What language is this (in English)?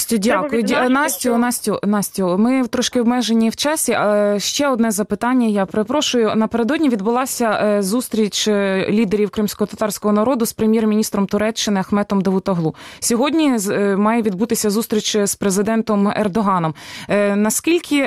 Ukrainian